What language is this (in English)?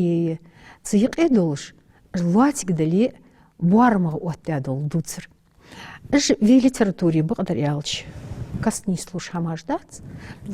Ingush